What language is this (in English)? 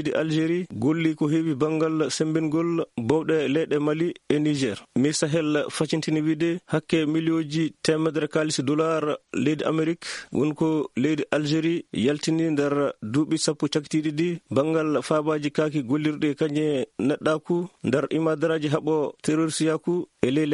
Fula